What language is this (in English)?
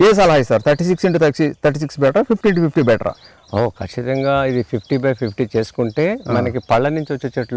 Telugu